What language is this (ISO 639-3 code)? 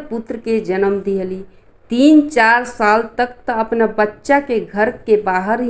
bho